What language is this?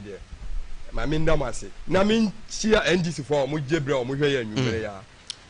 Akan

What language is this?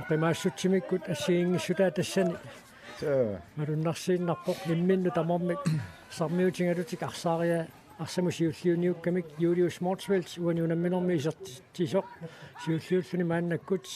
Kalaallisut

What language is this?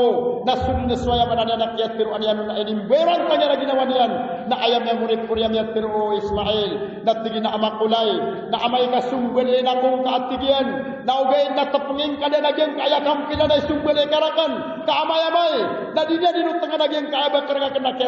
Maranao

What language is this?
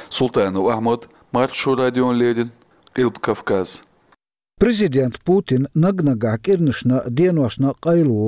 Chechen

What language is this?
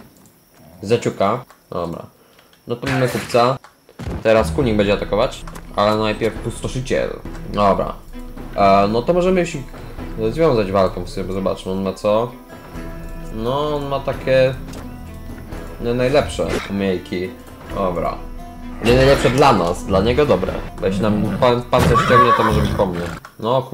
Polish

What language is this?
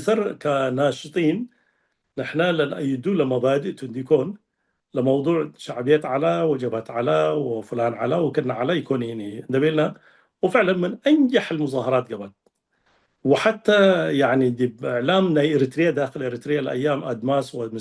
Tigre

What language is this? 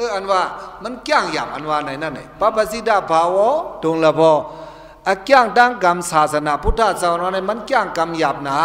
Shan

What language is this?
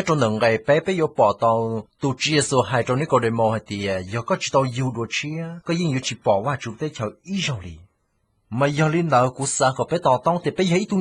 Hmong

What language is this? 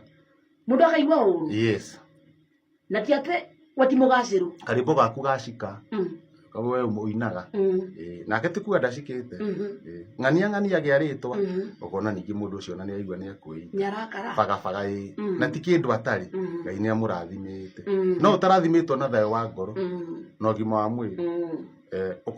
Kikuyu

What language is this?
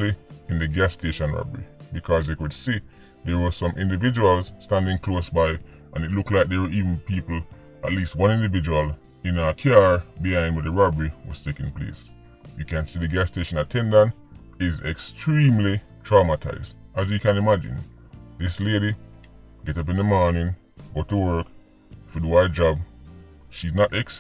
Jamaican Creole English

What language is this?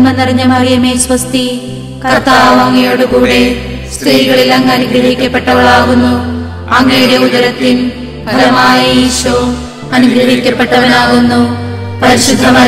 Malayalam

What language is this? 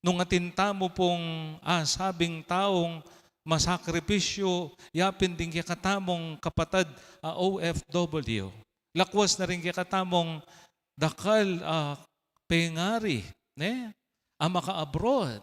Pampanga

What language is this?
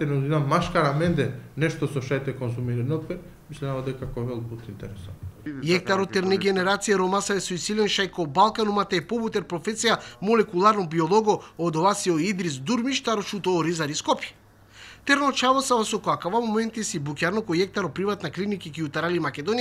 Macedonian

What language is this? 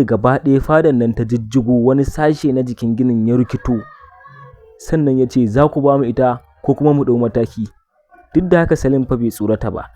Hausa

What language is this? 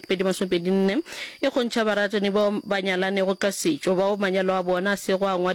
Northern Sotho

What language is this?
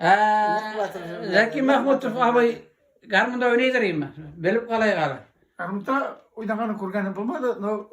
Tatar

